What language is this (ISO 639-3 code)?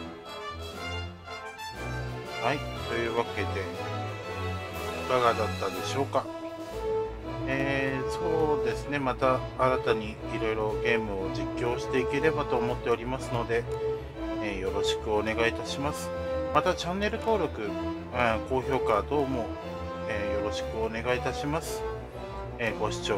jpn